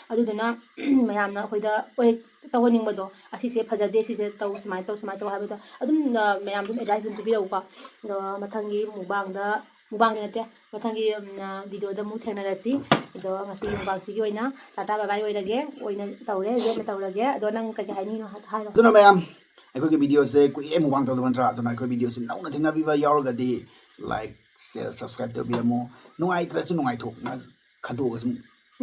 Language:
Manipuri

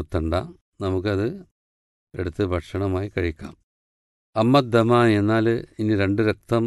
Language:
Malayalam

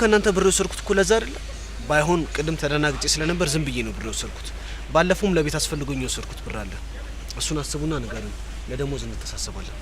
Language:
Amharic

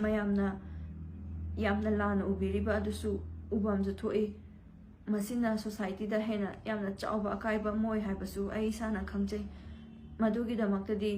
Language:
Manipuri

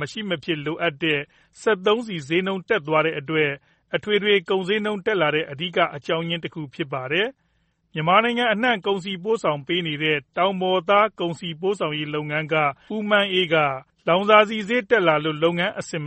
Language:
Burmese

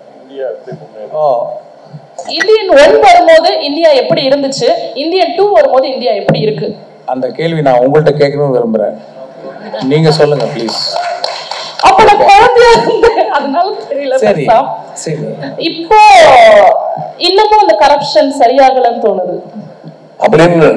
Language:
Tamil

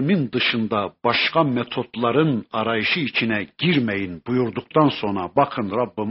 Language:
Turkish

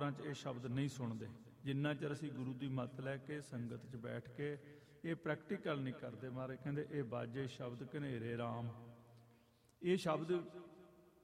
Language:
Punjabi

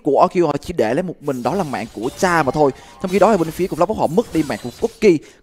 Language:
Vietnamese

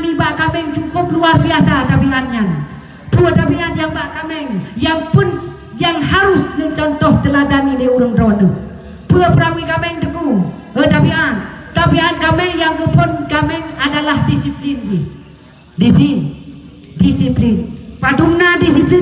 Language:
Achinese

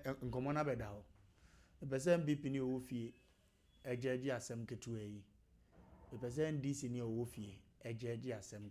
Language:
Akan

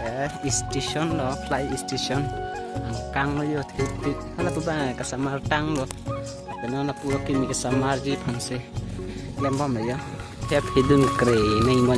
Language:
Karbi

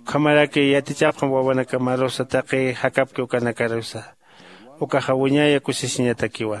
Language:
Aymara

